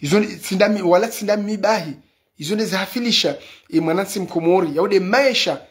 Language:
Ngazidja Comorian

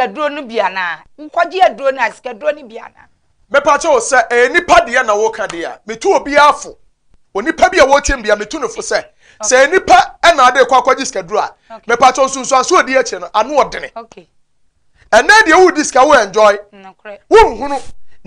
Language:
Akan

